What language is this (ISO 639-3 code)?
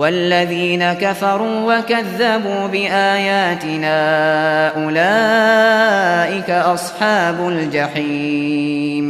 uig